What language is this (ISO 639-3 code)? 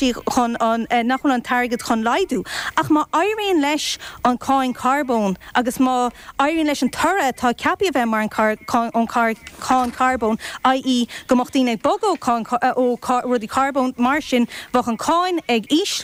gle